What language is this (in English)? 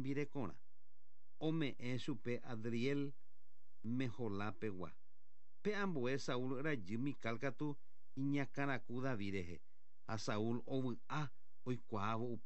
Guarani